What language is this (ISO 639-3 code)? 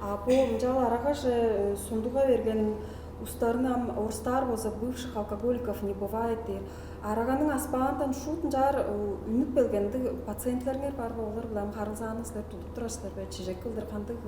tyv